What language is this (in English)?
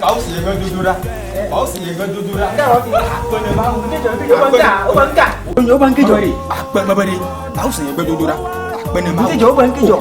Ewe